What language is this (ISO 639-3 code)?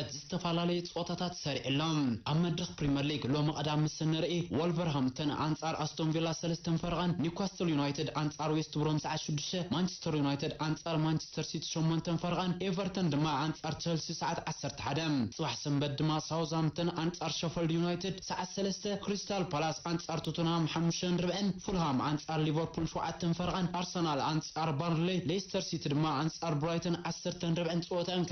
tir